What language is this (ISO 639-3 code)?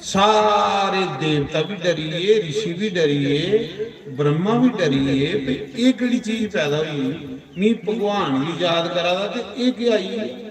doi